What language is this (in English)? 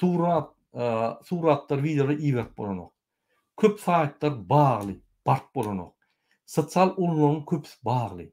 Turkmen